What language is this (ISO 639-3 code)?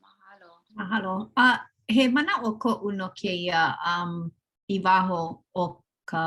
haw